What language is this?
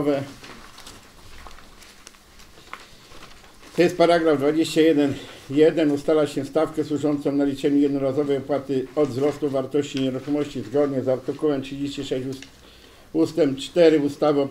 Polish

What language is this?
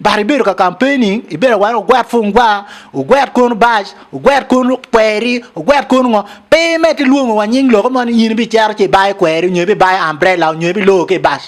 Acoli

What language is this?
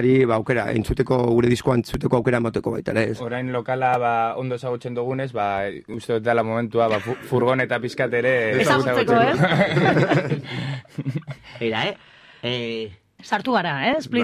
Basque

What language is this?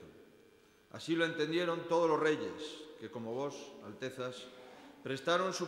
Spanish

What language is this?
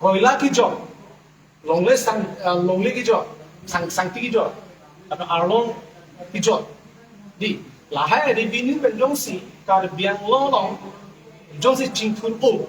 Karbi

